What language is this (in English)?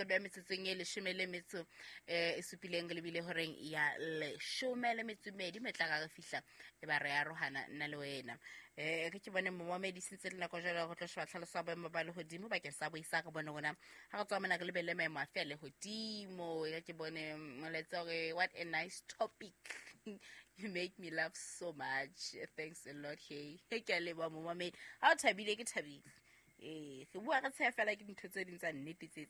Southern Sotho